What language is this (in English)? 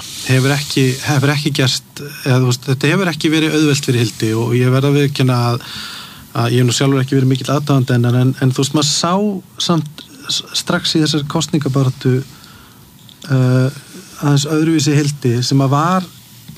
Icelandic